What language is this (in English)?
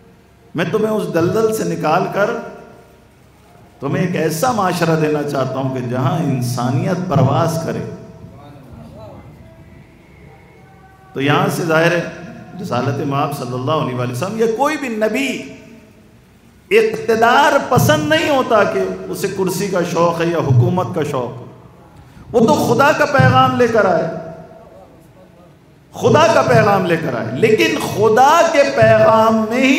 Urdu